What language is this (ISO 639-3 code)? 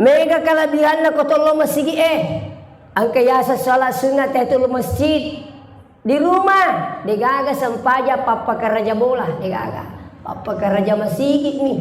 bug